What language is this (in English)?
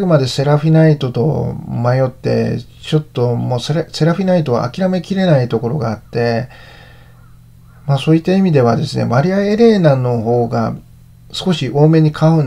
Japanese